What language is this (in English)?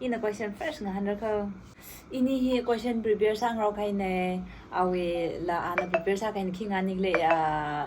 Tangkhul Naga (India)